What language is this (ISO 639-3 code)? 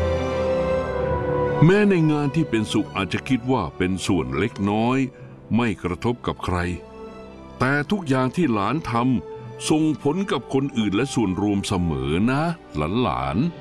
tha